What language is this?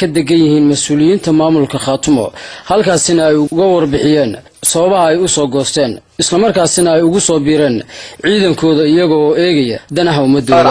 Somali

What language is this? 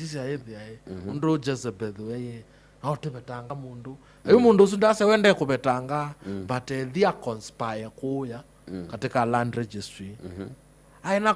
Kamba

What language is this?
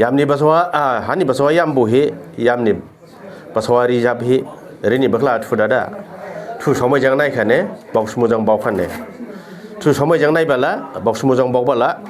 Dimasa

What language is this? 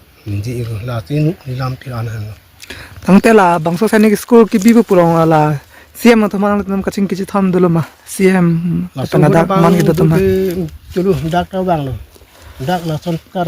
Karbi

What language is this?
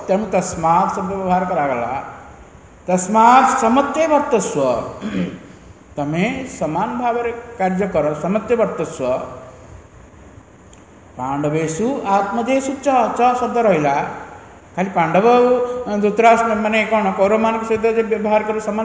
Odia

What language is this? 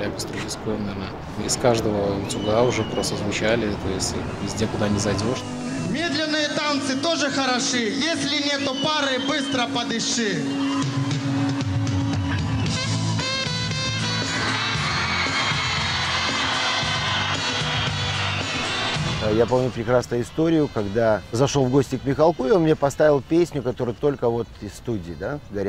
Russian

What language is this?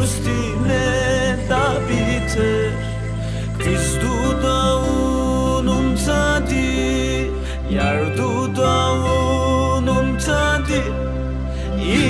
Turkish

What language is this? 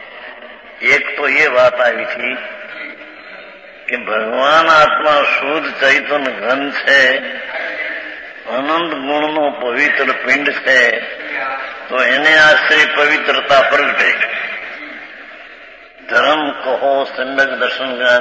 Gujarati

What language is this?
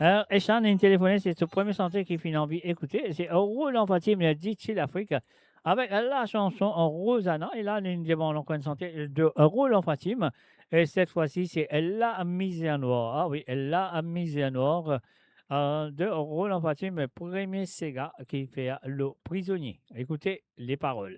Morisyen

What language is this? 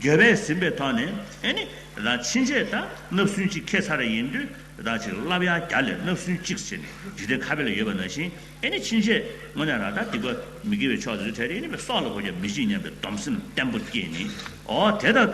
Tibetan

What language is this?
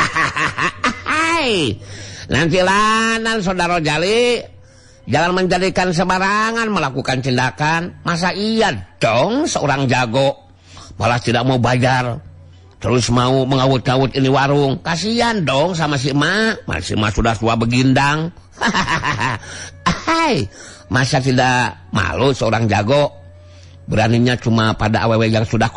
Sundanese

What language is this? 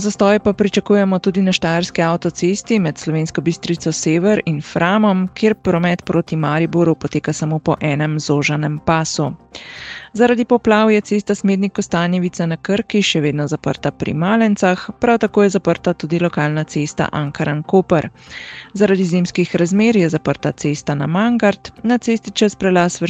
Slovenian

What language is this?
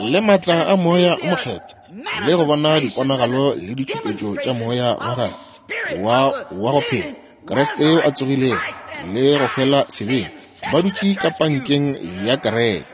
Northern Sotho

